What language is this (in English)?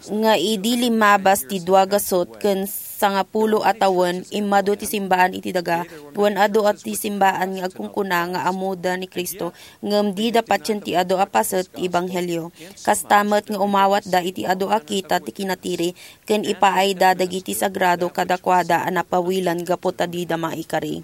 Iloko